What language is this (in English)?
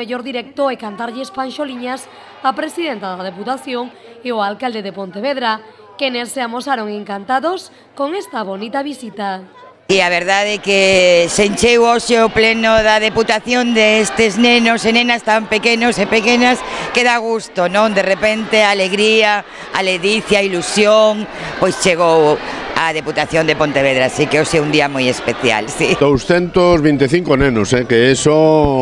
Galician